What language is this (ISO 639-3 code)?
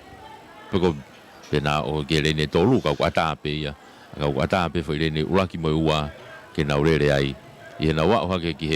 ton